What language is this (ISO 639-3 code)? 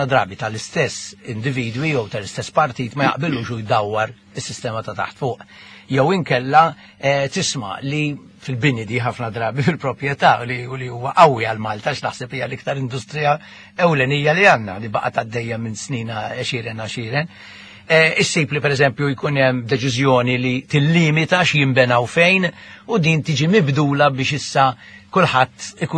mlt